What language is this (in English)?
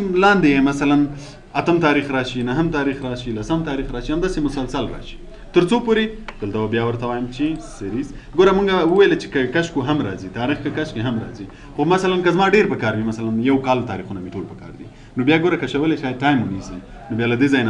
Pashto